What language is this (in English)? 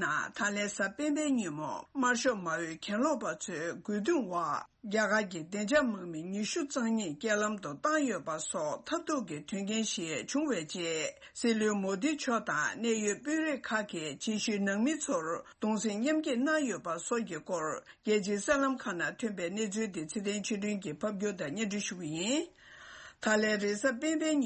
Tibetan